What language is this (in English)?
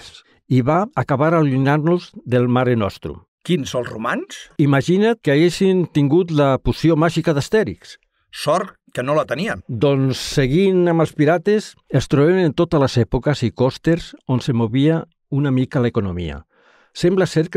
Catalan